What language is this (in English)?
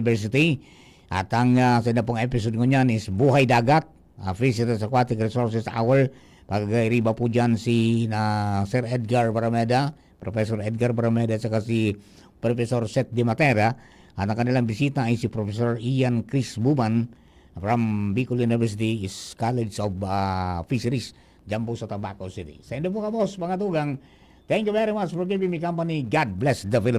Bikol